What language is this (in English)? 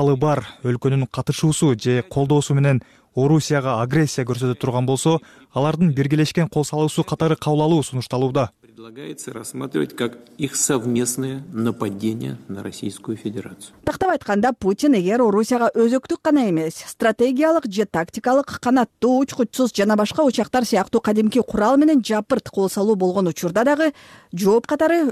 Kyrgyz